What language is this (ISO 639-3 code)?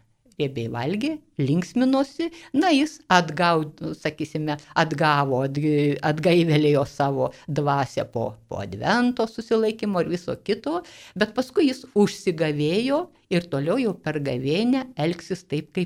lit